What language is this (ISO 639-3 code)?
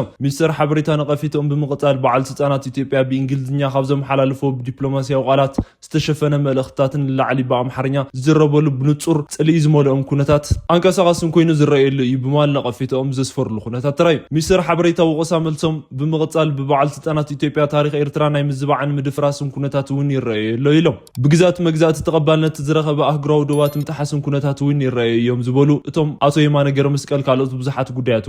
tir